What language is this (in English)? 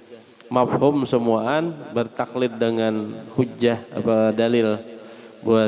Banjar